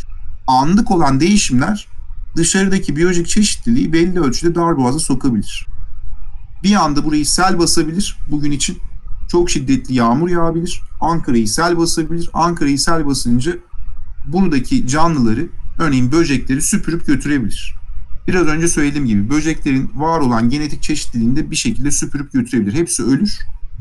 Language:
Turkish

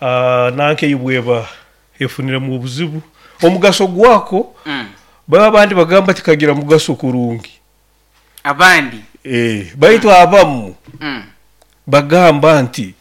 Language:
Nyoro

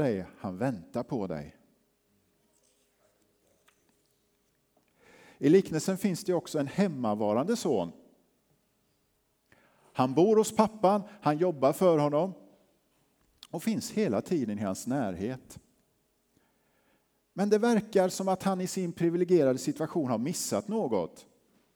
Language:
Swedish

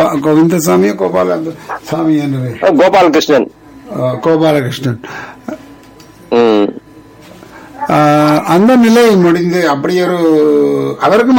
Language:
Tamil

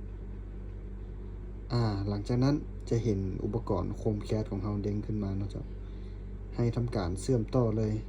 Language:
Lao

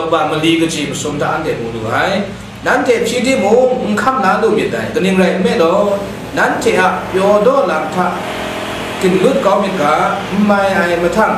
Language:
Kachin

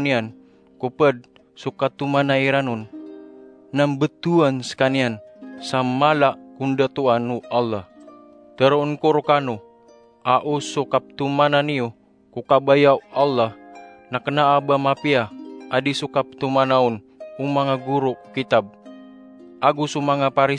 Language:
Maranao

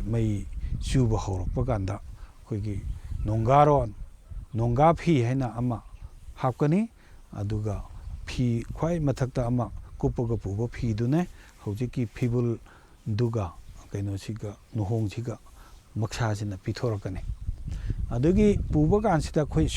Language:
Manipuri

